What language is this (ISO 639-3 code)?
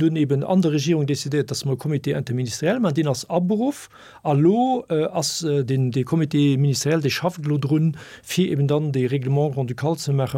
ltz